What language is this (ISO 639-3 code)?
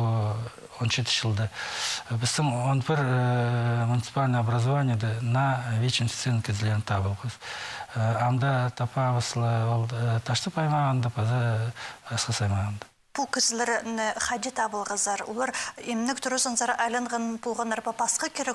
kjh